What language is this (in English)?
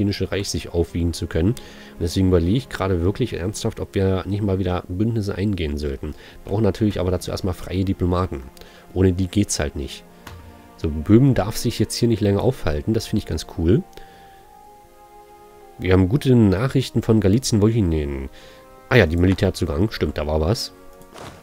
German